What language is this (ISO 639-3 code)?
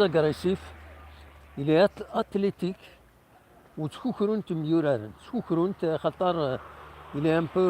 kab